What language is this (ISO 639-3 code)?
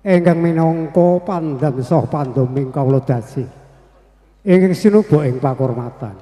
jav